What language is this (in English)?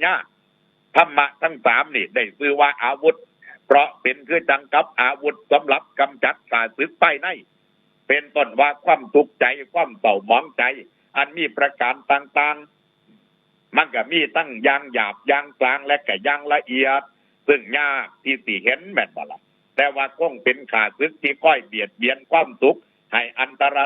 Northeastern Thai